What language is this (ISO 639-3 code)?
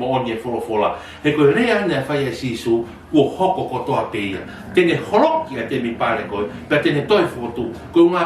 ton